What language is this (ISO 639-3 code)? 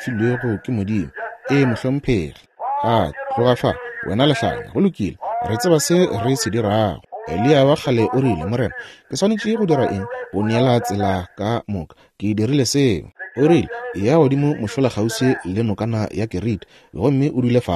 nso